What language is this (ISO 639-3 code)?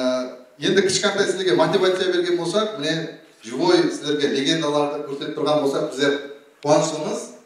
kaa